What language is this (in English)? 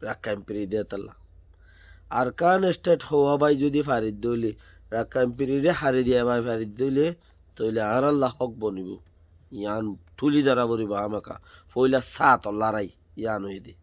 Rohingya